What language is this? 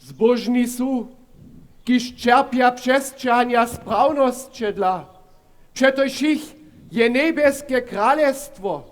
Upper Sorbian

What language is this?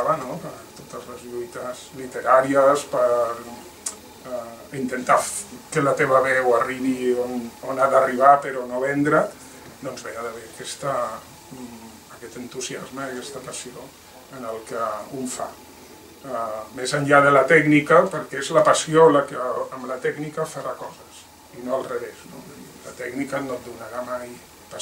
Catalan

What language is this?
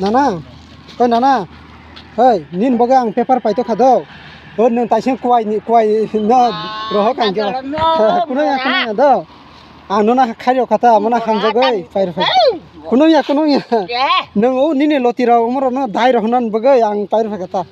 Kok Borok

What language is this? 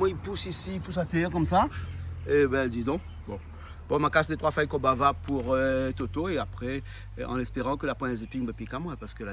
Réunion Creole French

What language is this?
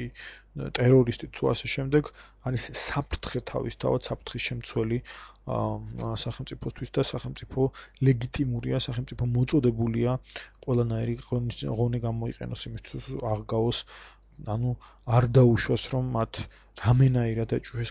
Georgian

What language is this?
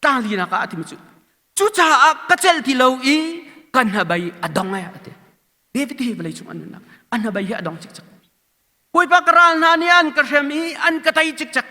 Hakha Chin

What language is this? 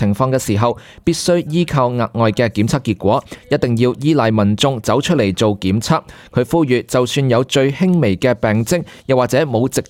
Cantonese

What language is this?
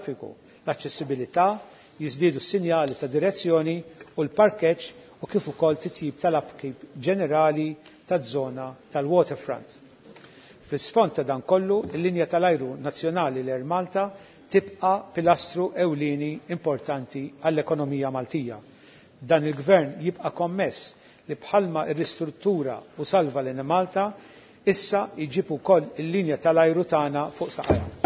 Maltese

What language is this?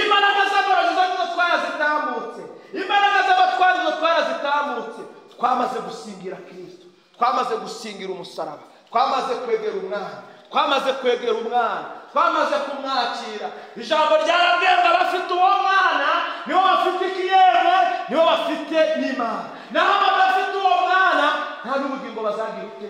Kinyarwanda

